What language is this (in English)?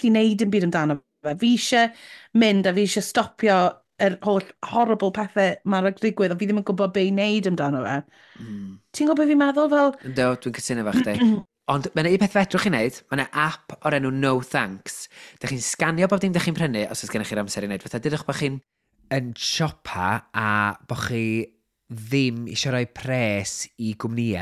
Welsh